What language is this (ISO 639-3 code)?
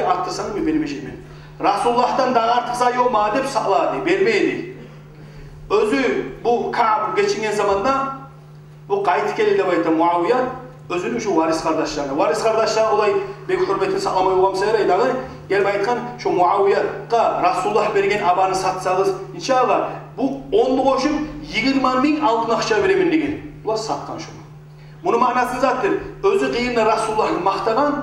kum